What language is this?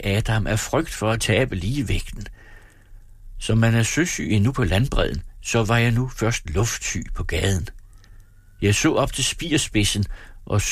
Danish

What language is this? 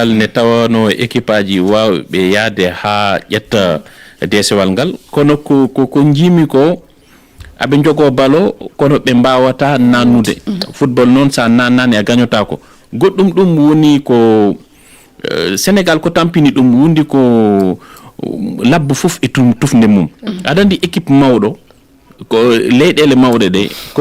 Fula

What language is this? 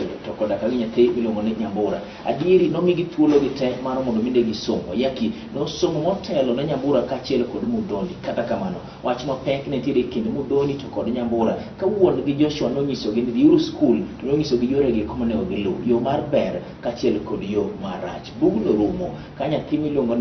Luo (Kenya and Tanzania)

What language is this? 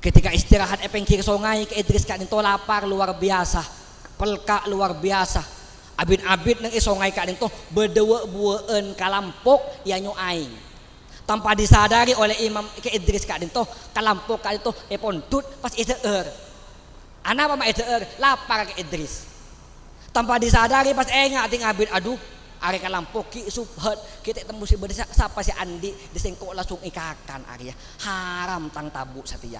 Madurese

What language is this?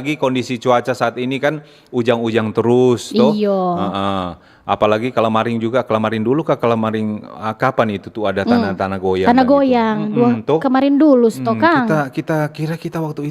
Manado Malay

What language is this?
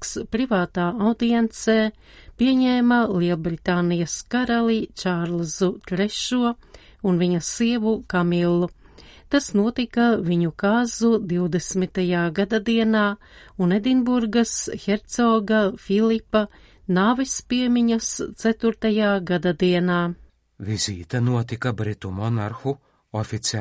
Latvian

